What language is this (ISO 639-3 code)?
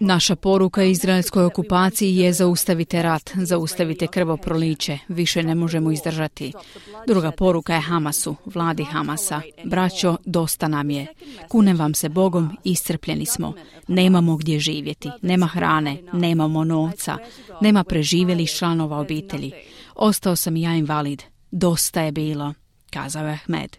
hrv